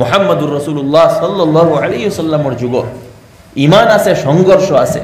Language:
Sylheti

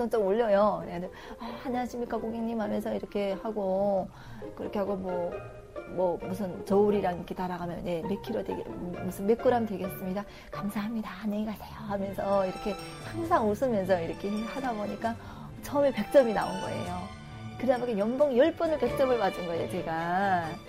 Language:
Korean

